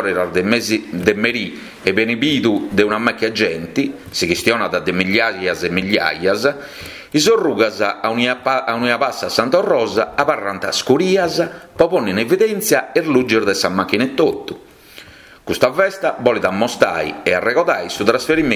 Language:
Sardinian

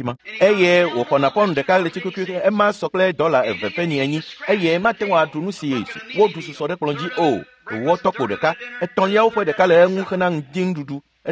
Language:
Ewe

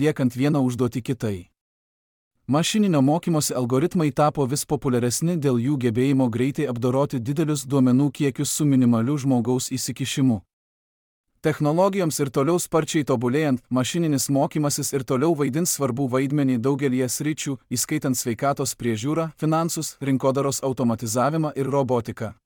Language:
Lithuanian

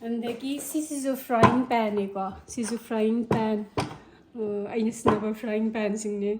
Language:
Manipuri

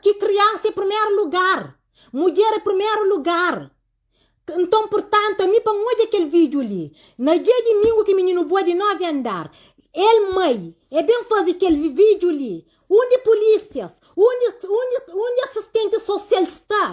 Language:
Kabuverdianu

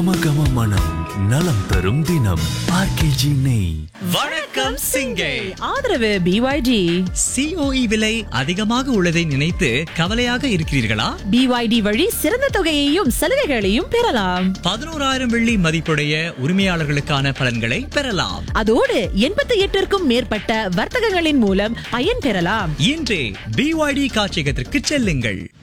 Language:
Tamil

